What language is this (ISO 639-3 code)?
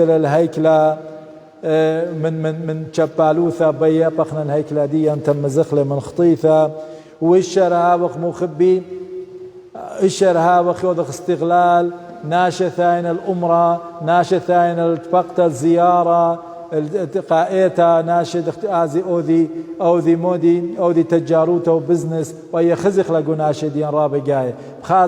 aii